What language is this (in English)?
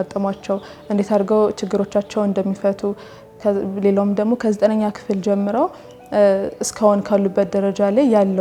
Amharic